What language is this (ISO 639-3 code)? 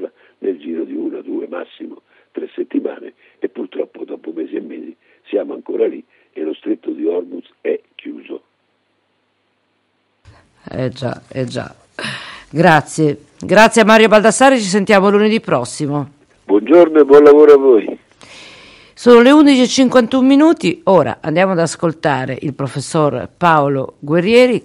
ita